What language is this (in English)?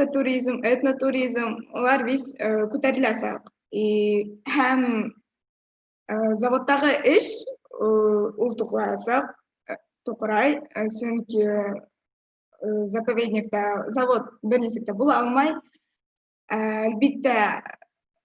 Bashkir